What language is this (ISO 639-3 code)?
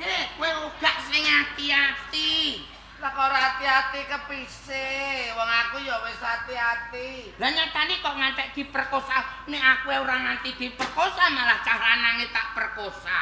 jav